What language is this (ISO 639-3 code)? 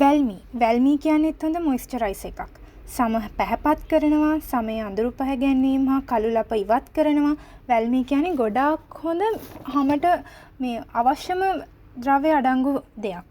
sin